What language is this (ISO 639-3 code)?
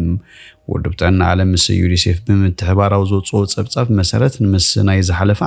tir